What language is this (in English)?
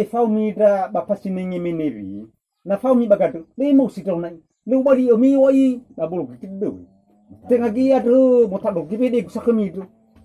Nias